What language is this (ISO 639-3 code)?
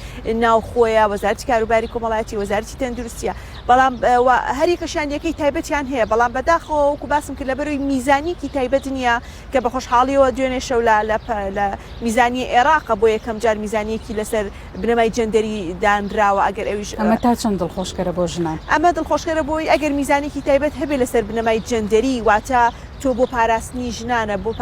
ckb